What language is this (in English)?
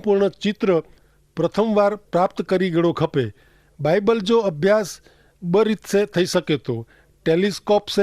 Kachhi